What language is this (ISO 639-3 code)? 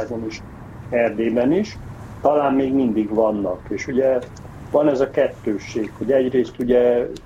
hun